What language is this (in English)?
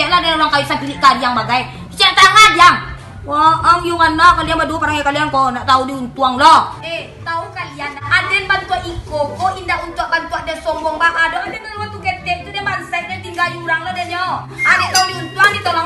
Minangkabau